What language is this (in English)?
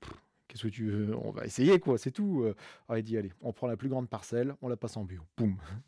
French